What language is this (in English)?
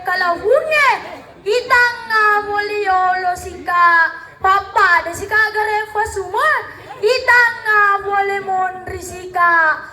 Buginese